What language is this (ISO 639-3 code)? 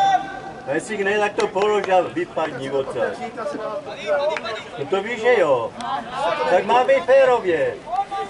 ces